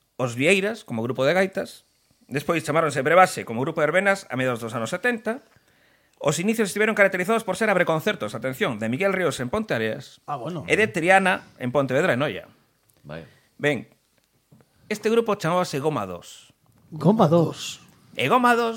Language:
Galician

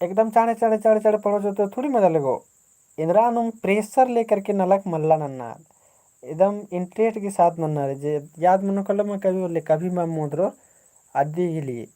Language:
Kurukh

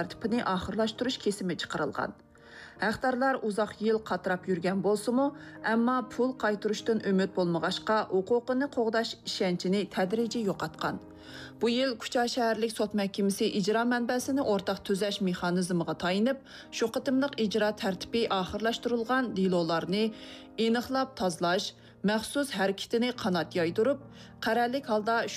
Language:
Uyghur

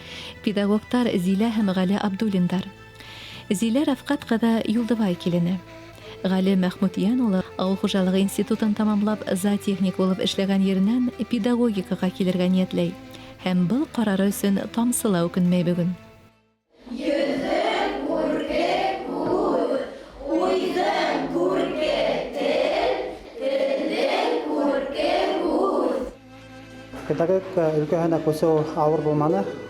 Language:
Bashkir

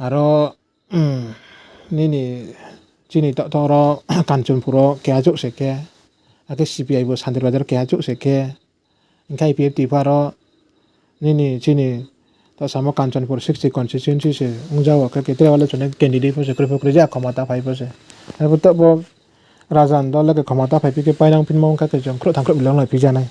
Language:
Riang (India)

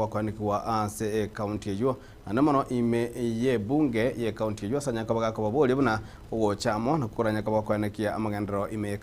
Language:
Gusii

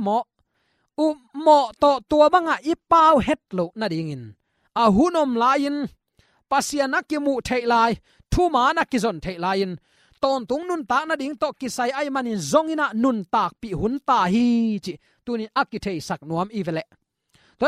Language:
Tedim Chin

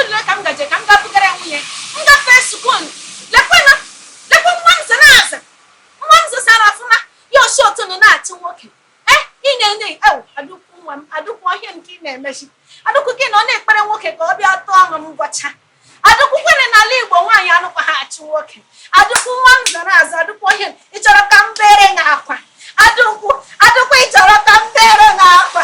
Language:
Igbo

